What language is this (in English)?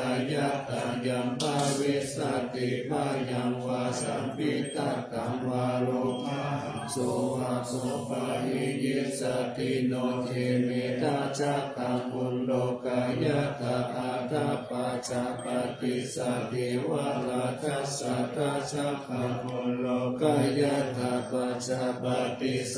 Pali